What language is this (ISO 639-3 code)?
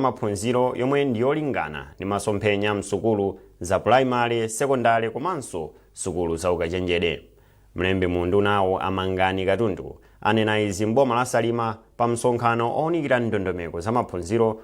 nya